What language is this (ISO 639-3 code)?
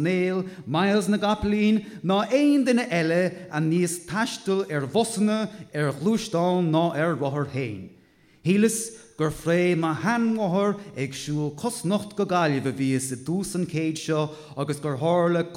gle